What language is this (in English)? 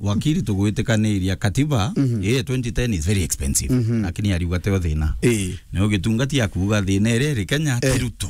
Meru